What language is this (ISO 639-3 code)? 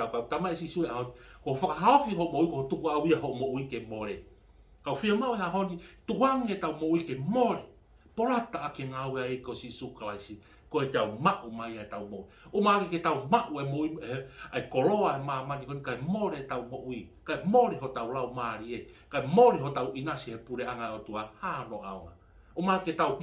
ton